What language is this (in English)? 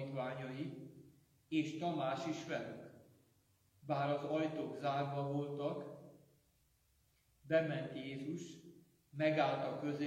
Hungarian